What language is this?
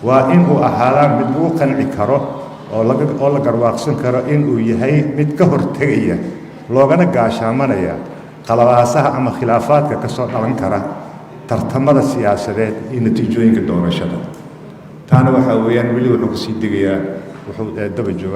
Somali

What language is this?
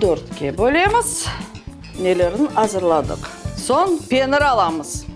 Crimean Tatar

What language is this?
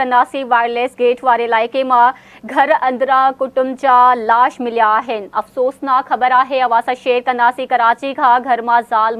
Sindhi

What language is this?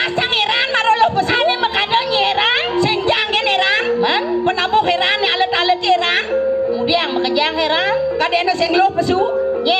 Balinese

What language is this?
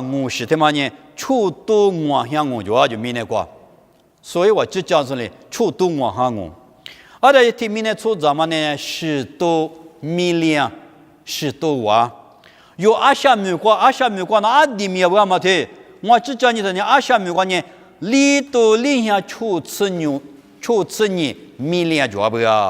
Lisu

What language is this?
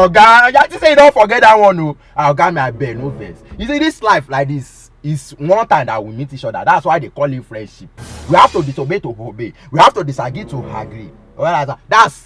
Nigerian Pidgin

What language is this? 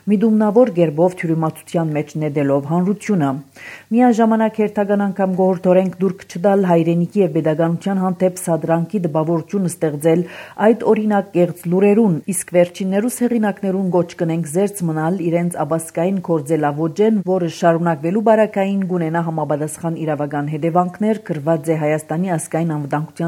Armenian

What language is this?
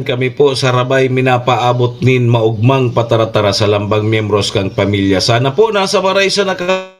Bikol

